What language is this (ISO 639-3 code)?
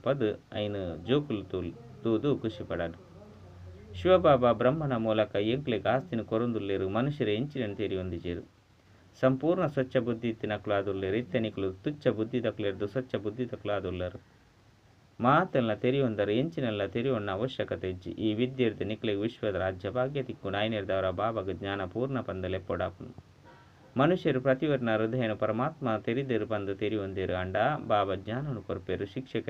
tcy